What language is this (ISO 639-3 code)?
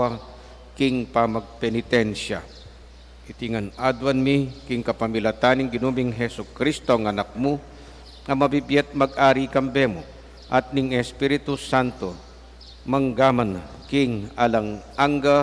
pam